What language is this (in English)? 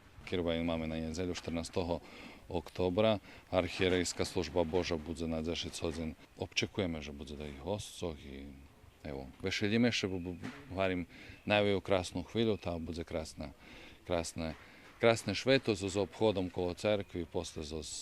Rusyn